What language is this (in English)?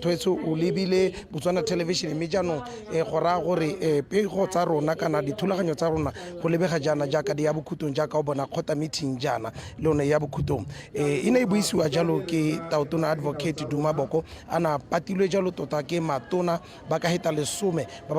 Tswana